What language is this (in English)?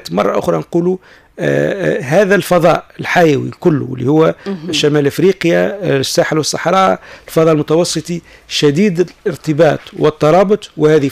Tunisian Arabic